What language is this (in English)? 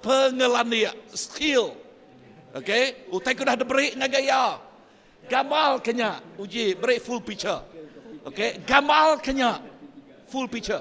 Iban